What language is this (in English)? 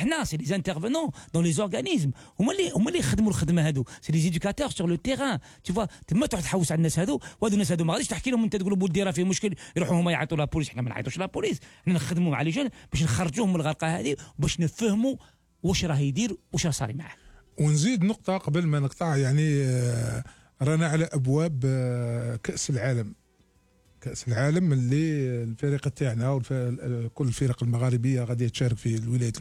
Algerian Arabic